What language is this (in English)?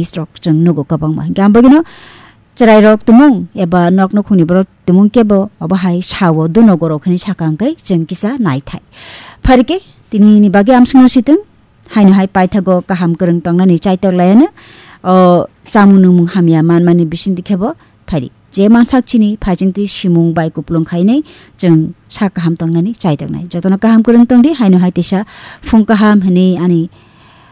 Kok Borok